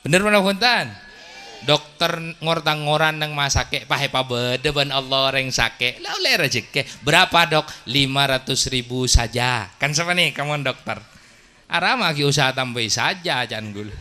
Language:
Madurese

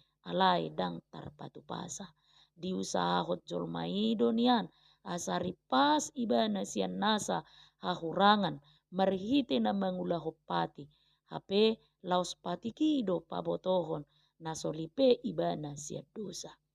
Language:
Batak Toba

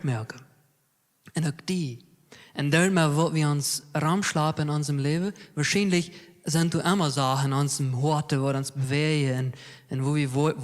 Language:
Plautdietsch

